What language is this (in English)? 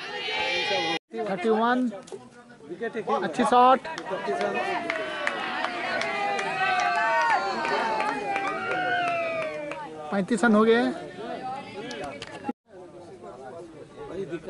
Hindi